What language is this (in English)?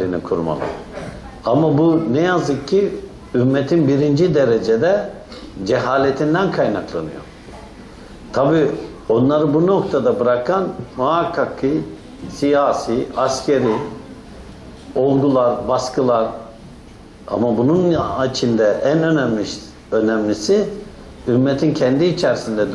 Turkish